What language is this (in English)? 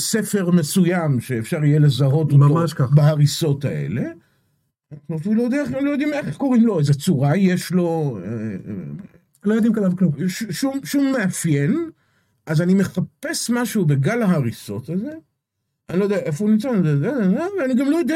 Hebrew